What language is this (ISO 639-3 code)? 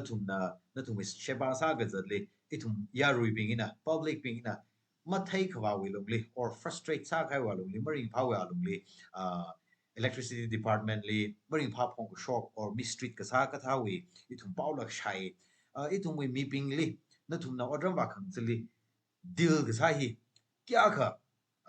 nmf